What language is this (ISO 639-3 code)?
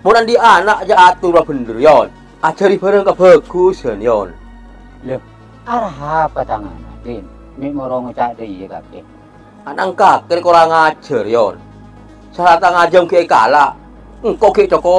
mad